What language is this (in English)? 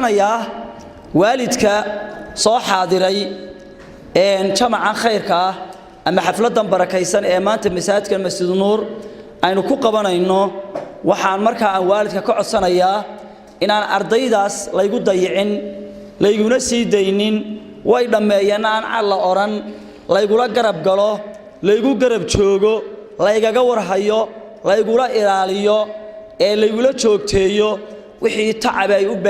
Somali